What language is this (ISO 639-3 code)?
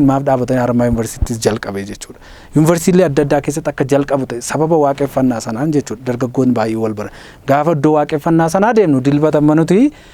orm